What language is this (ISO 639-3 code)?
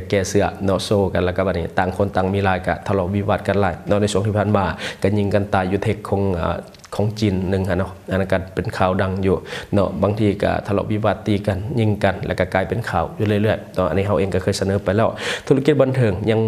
lao